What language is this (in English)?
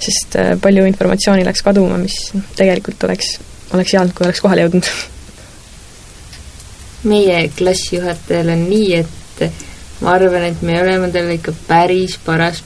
Estonian